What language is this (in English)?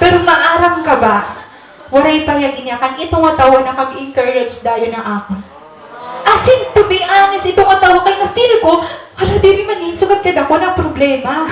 Waray